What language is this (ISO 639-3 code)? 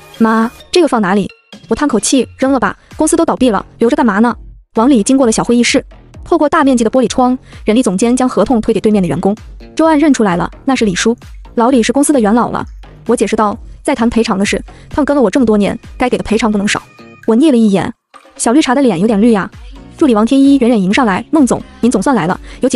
zho